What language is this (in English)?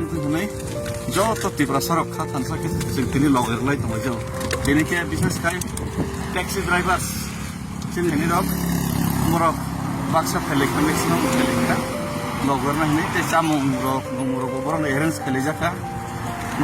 Kok Borok